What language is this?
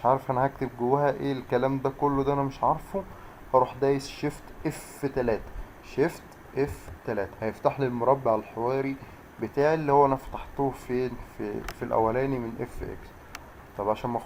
Egyptian Arabic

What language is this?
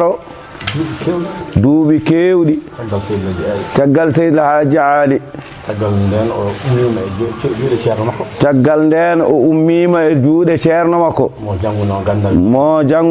Fula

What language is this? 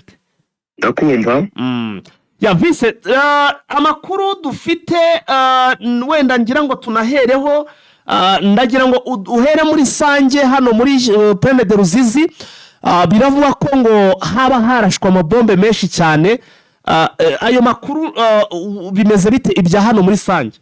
Kinyarwanda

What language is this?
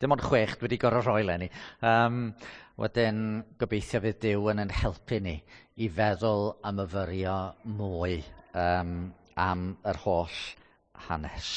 Welsh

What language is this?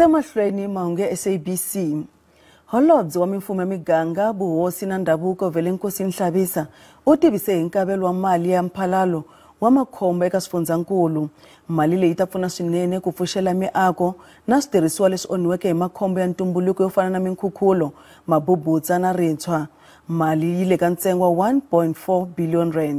Tsonga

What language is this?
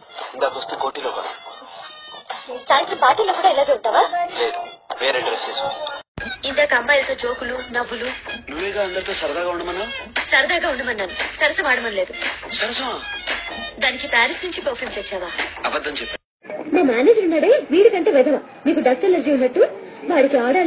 Telugu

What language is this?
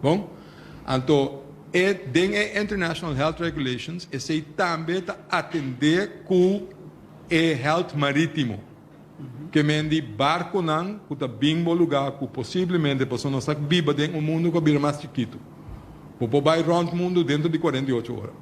Papiamento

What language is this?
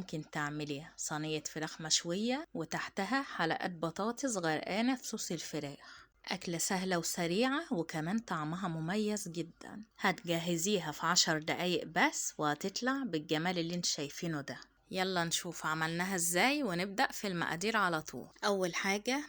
Egyptian Arabic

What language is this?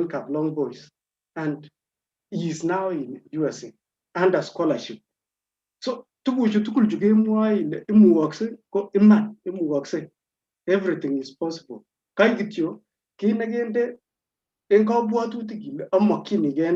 Kalenjin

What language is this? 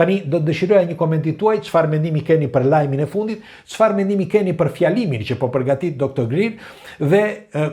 Albanian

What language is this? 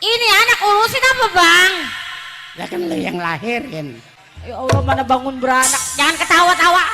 Betawi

